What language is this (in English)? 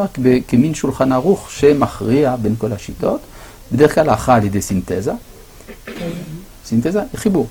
Hebrew